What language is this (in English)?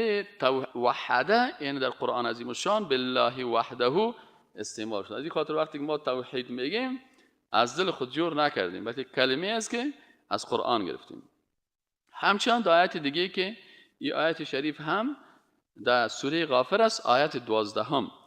Persian